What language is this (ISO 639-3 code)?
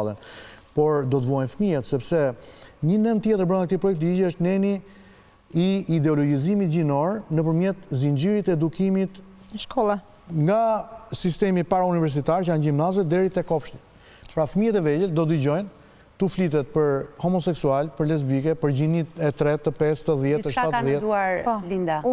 sqi